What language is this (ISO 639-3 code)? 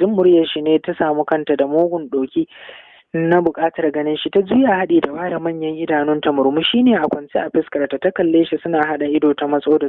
hau